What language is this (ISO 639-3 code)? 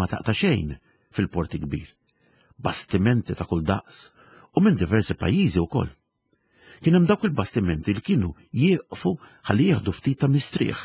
mlt